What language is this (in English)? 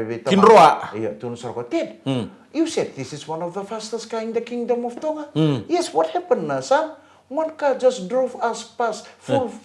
Fijian